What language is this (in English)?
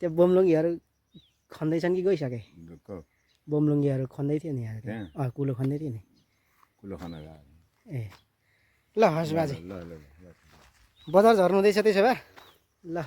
Nepali